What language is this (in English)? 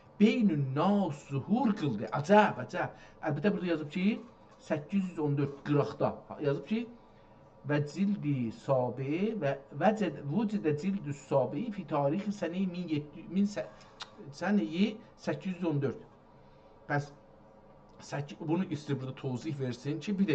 South Azerbaijani